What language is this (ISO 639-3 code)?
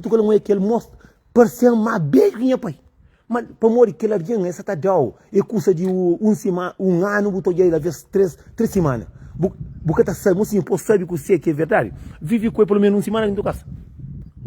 kea